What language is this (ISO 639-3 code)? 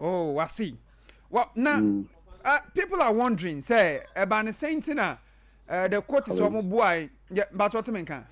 aka